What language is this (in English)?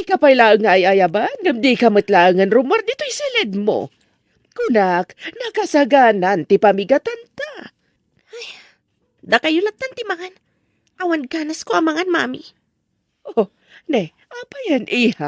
Iloko